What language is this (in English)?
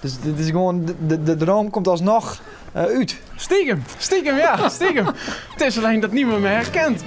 Western Frisian